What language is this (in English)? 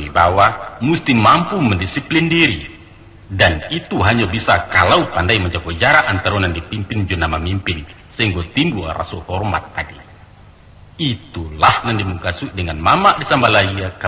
Minangkabau